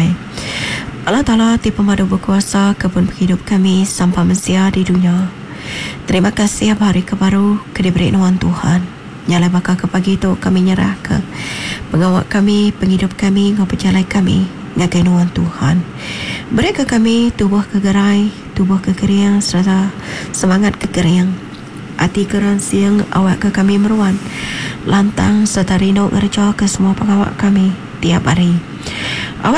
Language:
Iban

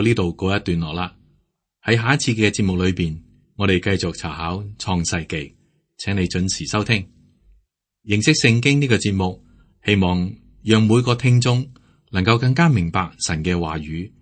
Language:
Cantonese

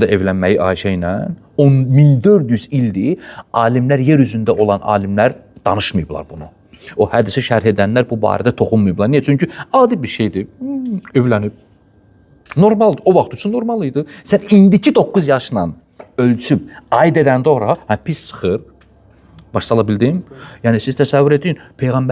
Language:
Azerbaijani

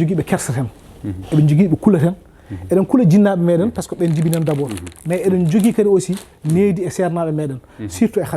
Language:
Fula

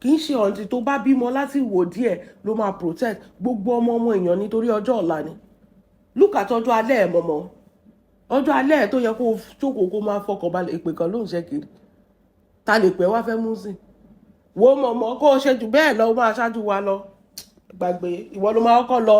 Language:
Yoruba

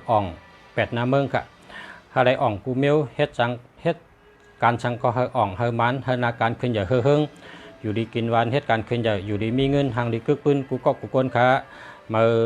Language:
Shan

